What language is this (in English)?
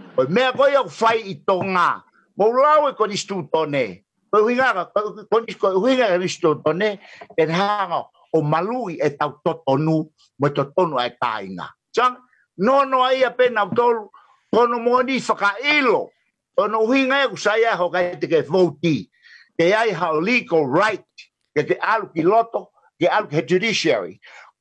Tongan